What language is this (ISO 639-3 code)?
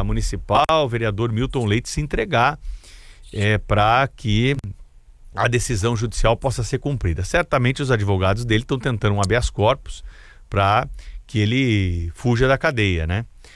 por